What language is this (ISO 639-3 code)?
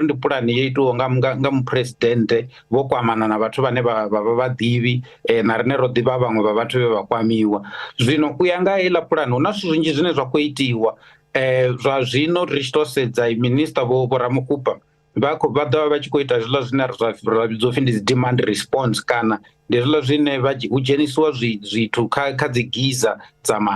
ven